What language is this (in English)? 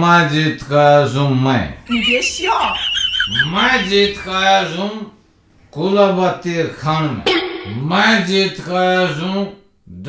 Haryanvi